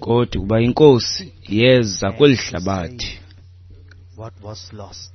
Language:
Xhosa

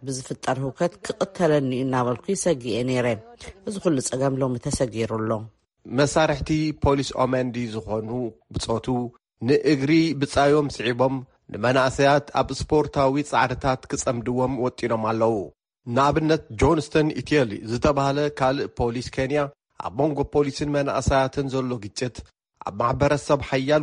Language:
Tigrinya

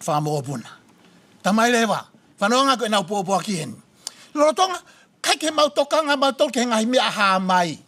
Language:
Tongan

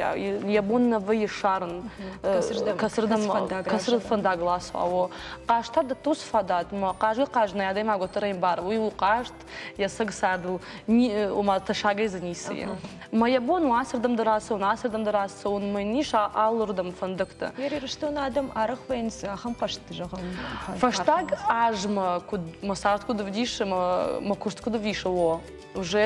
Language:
Ossetic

